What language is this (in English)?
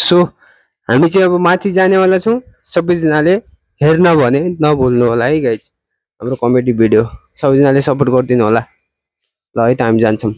Nepali